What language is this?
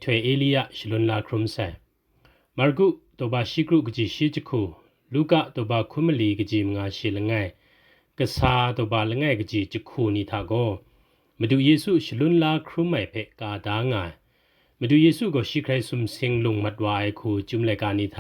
Kachin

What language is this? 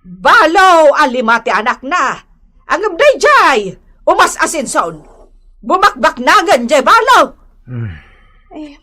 Iloko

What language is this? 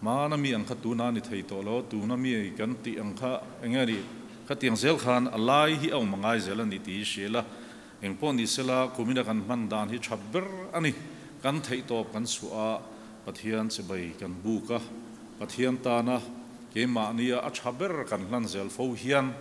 Mizo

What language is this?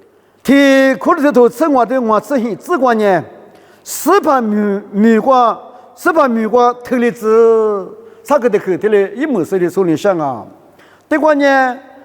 Lisu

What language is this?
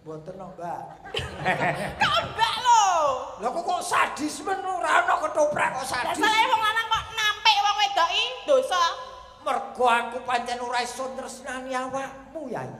Javanese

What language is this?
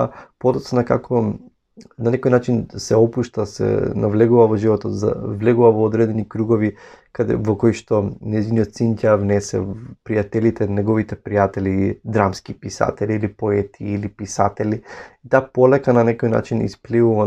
Macedonian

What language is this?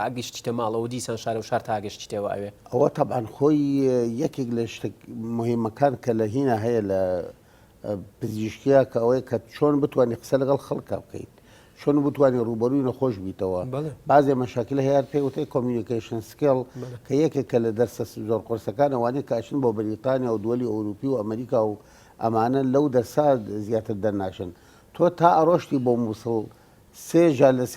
Central Kurdish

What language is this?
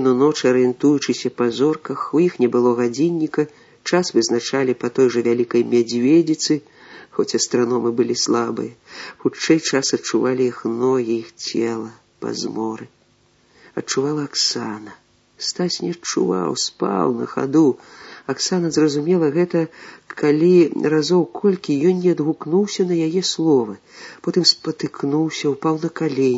Belarusian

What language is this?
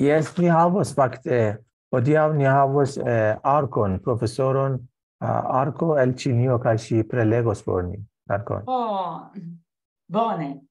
Esperanto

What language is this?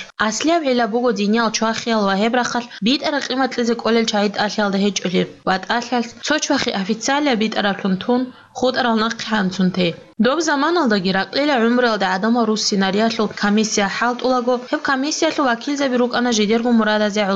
Avaric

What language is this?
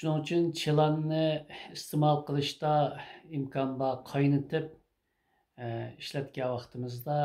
Uyghur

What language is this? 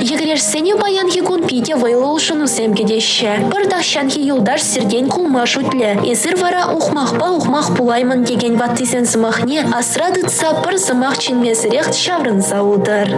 Chuvash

